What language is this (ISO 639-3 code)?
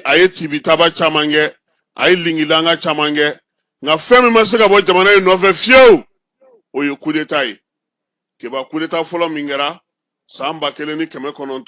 bam